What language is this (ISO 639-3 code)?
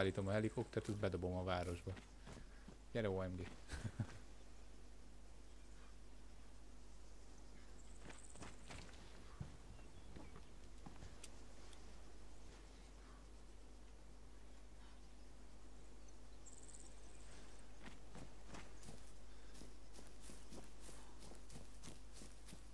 hun